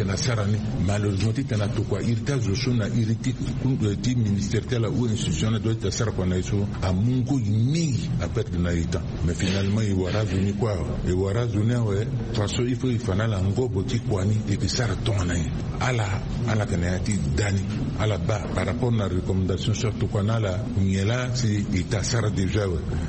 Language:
Sango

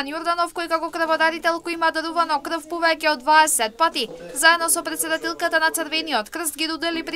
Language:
Macedonian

